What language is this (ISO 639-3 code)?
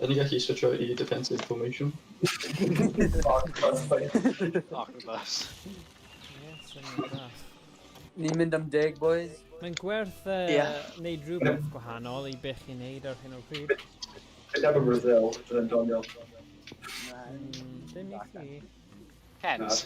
cym